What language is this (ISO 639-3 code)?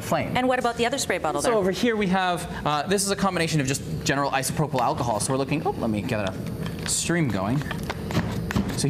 eng